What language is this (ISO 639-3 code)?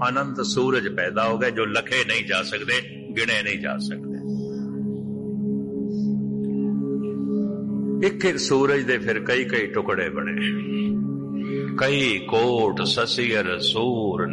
pan